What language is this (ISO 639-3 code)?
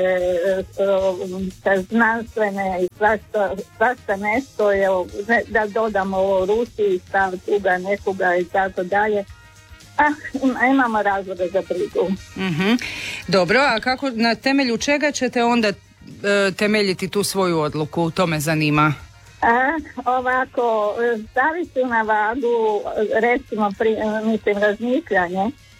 hrv